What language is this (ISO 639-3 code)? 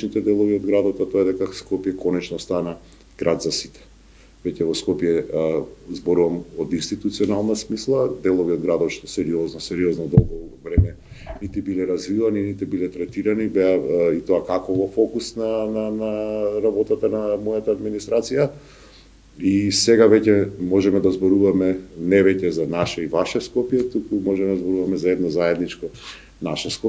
mkd